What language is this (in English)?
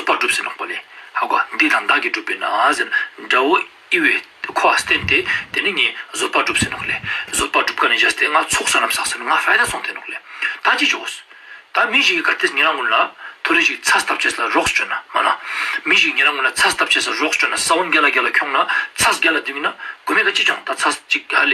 Ladakhi